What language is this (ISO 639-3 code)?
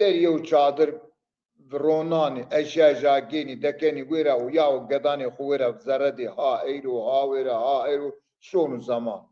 zza